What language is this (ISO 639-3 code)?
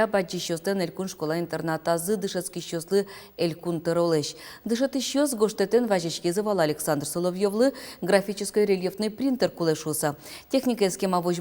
udm